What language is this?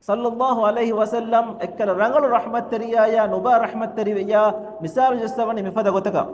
Divehi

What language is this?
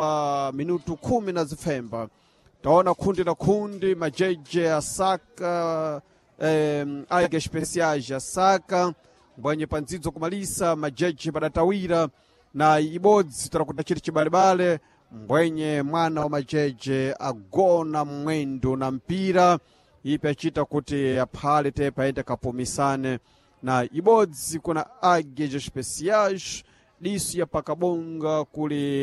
Sena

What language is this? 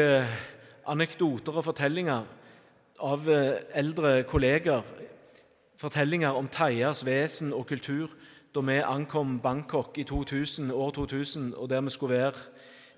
Norwegian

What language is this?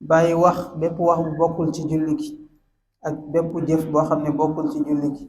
Wolof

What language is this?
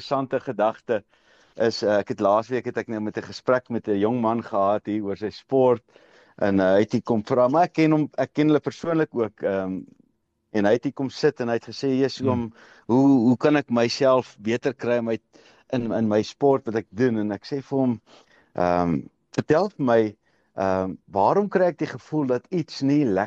Afrikaans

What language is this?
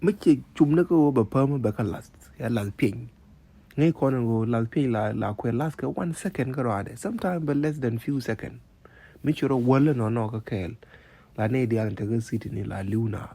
Nuer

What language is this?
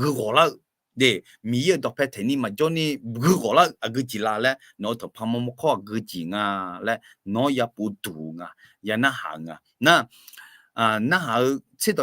Akha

